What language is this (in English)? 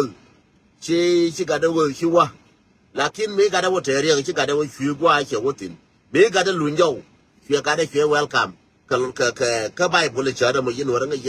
Nuer